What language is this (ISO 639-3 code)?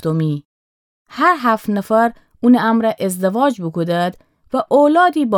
glk